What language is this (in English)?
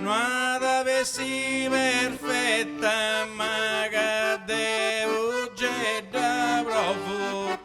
Sardinian